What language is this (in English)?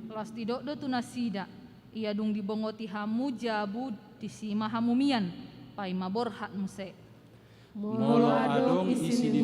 Batak Toba